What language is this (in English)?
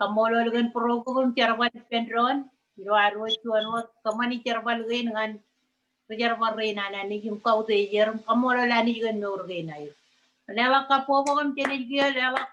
Marshallese